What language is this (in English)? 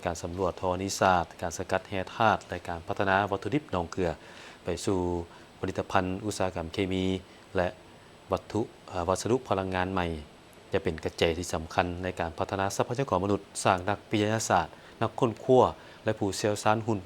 Lao